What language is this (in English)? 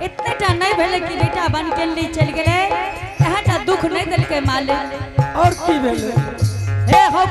Angika